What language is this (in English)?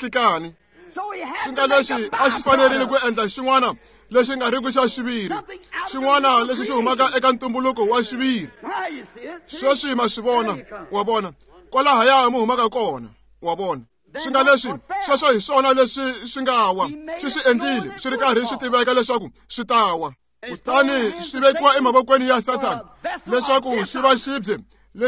Tsonga